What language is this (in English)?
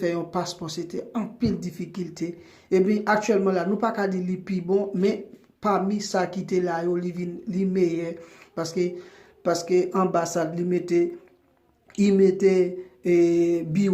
Haitian Creole